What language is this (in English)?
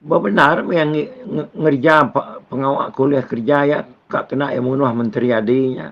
Iban